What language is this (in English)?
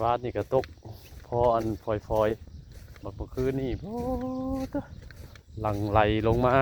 Northeastern Thai